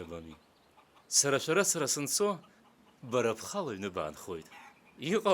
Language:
Abkhazian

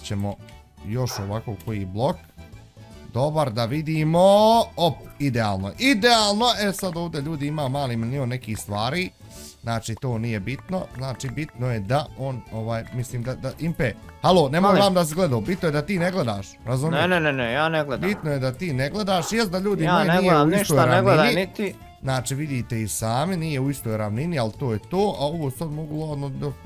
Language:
Bosnian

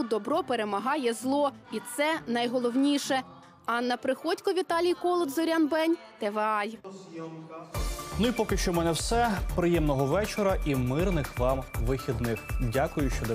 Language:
Ukrainian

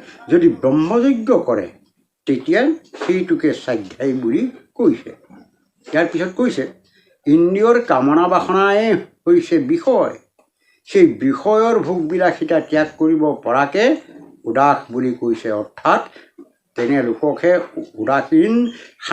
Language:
Assamese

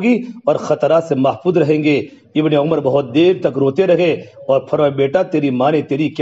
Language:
Urdu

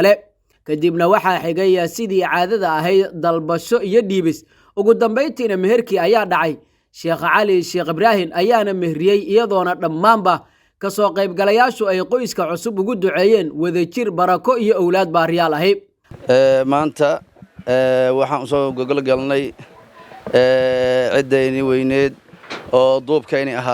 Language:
Somali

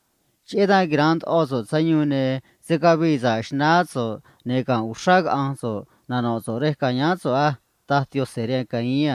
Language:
Copala Triqui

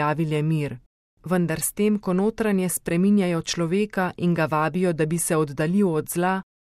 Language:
Slovenian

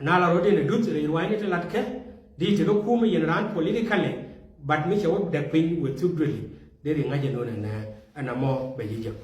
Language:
Nuer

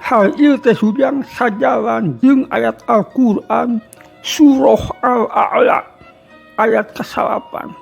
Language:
Sundanese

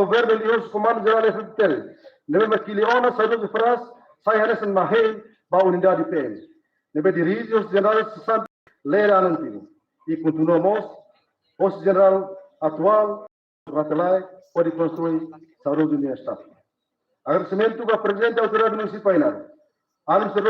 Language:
Tetum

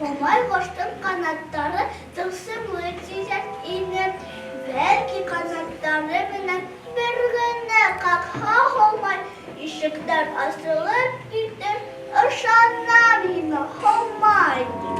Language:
Bashkir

